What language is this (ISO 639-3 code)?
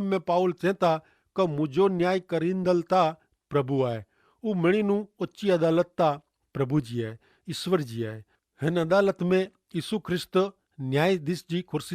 kfr